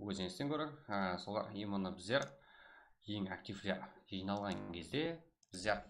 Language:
Kara-Kalpak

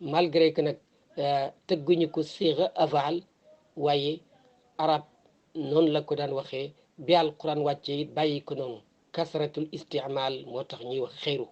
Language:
Wolof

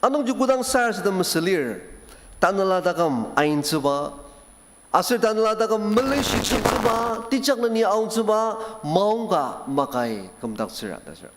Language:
Ao Naga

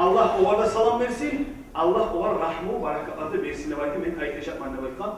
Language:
Kumyk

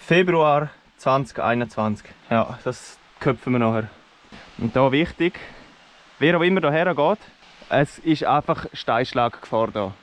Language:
Swiss German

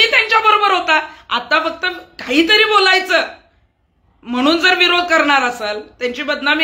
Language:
Marathi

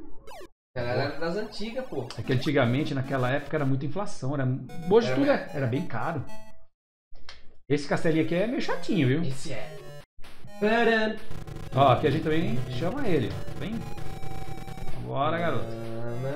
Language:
Portuguese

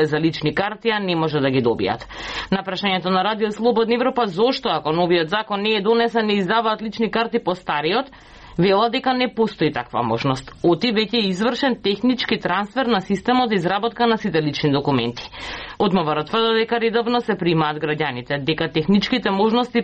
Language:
Macedonian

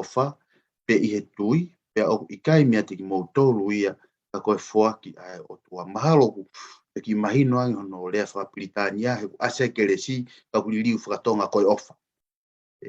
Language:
Tongan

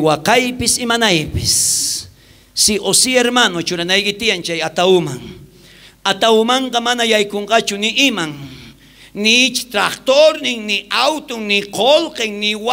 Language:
South Bolivian Quechua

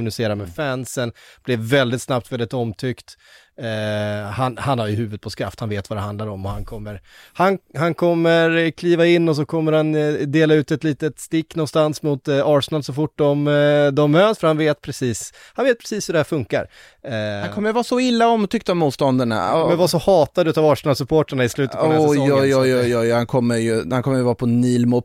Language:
Swedish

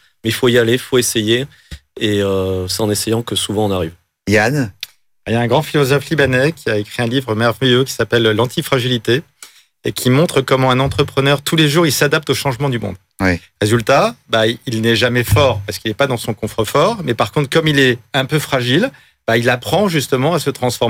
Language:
French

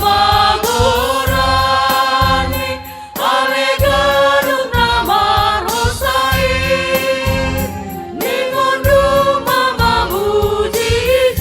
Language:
Batak Simalungun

